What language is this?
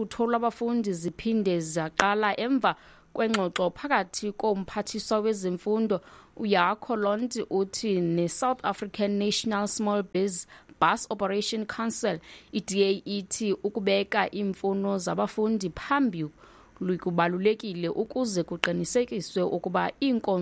Xhosa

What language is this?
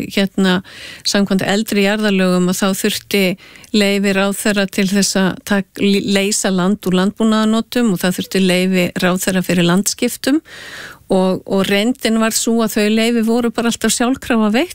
Icelandic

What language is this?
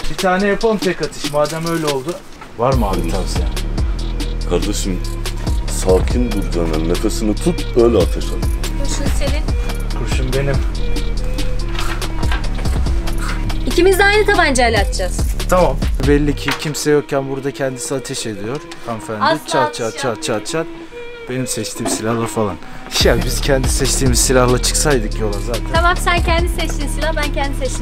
Turkish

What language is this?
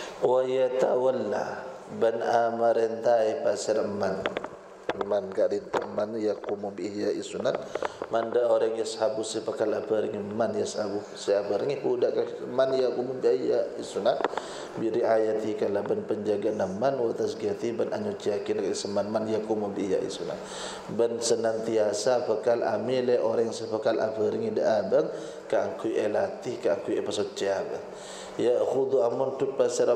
Madurese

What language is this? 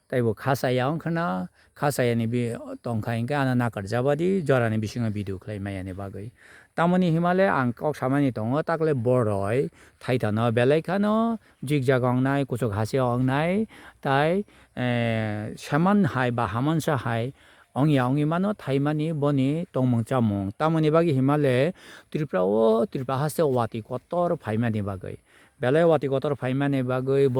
Kok Borok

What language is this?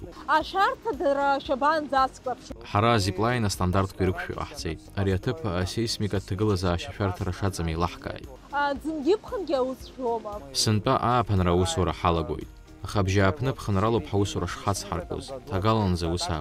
Abkhazian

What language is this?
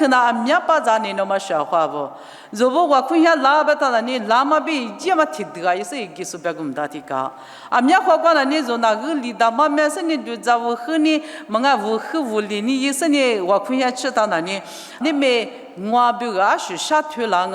Lisu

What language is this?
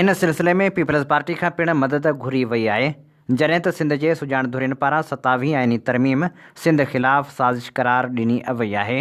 Sindhi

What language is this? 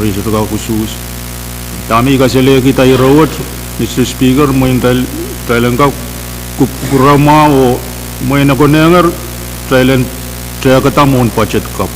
Pohnpeian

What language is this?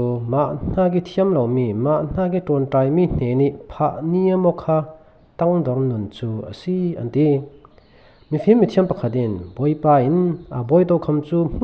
Falam Chin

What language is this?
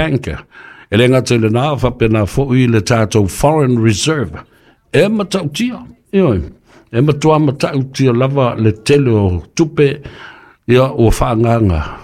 Samoan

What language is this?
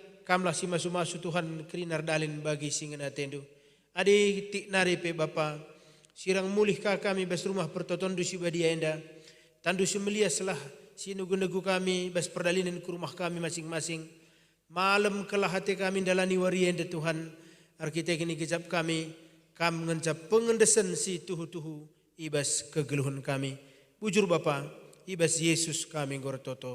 Batak Karo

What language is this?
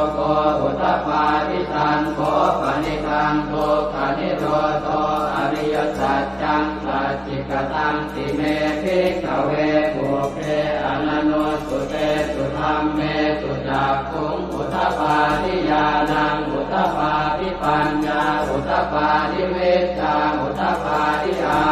Pali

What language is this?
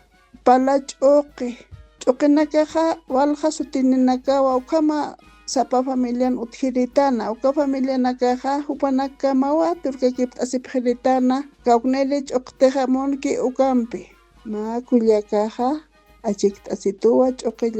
Aymara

